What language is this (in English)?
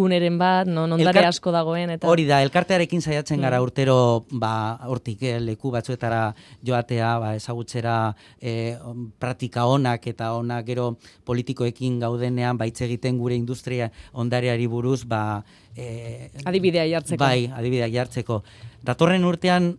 Basque